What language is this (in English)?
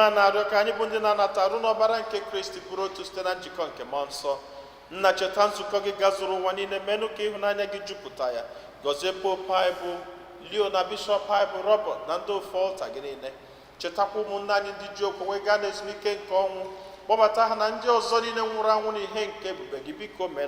Igbo